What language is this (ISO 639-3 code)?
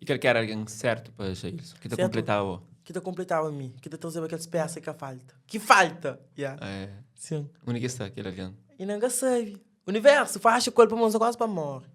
kea